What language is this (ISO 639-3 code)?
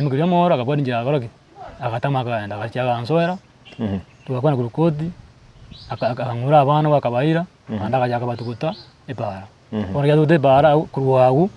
guz